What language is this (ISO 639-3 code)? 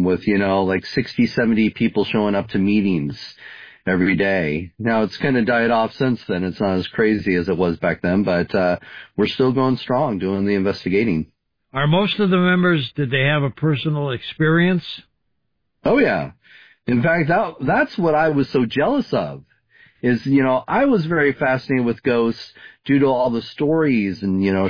eng